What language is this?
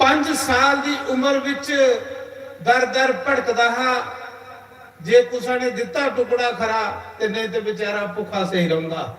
Dogri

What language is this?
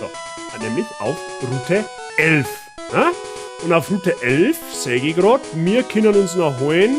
Bavarian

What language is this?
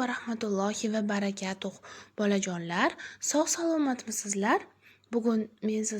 Uzbek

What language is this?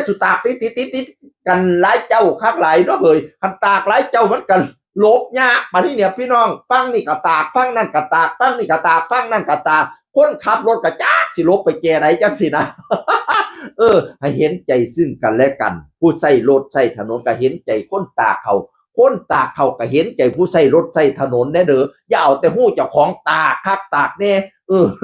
Northeastern Thai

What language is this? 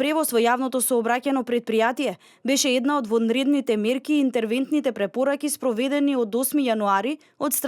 Macedonian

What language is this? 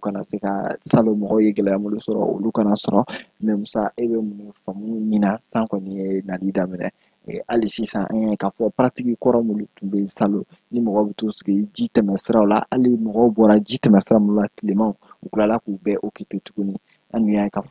Bambara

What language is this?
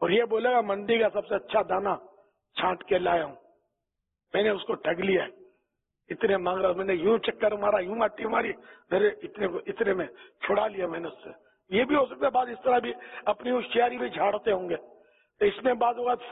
Urdu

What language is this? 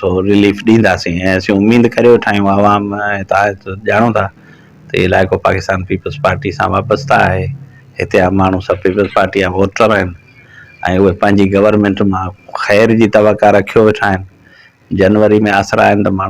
Sindhi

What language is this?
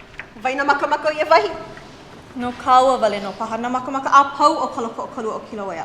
Hawaiian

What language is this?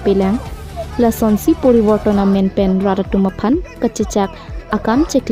Karbi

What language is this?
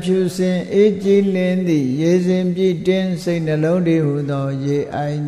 Burmese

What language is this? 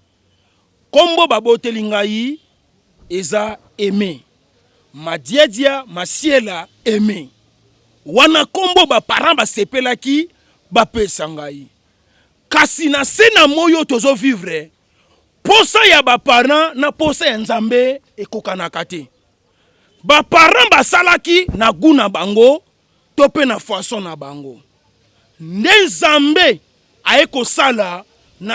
Lingala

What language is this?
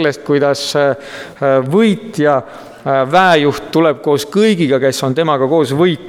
Estonian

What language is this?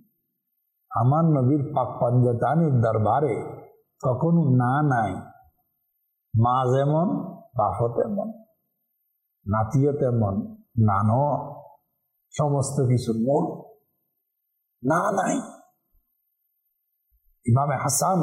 Bangla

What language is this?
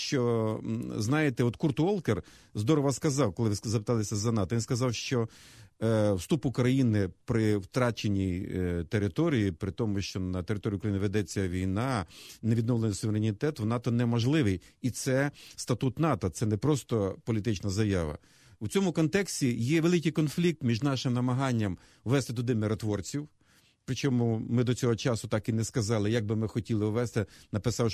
Ukrainian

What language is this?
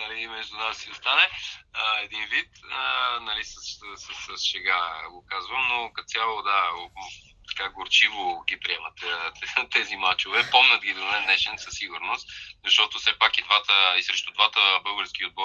Bulgarian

